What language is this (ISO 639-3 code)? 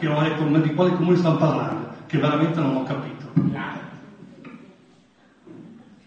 ita